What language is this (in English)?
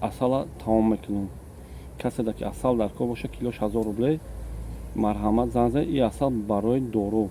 Tajik